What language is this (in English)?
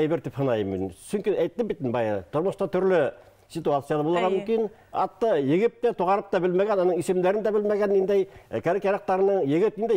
Bashkir